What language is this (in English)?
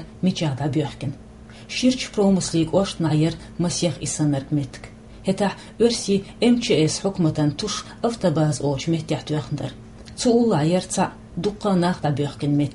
Chechen